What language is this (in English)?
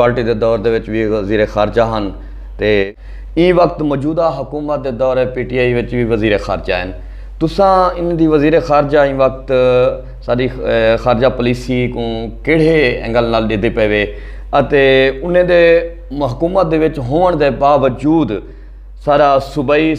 Saraiki